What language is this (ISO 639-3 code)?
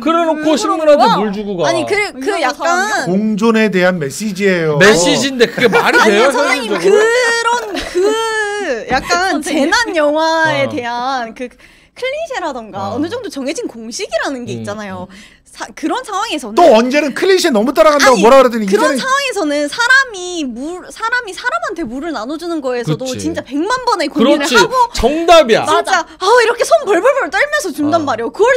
kor